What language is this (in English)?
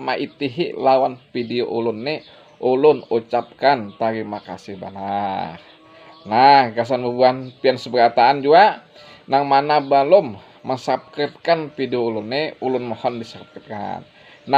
Banjar